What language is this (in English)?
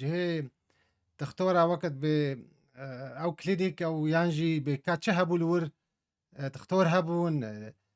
Kurdish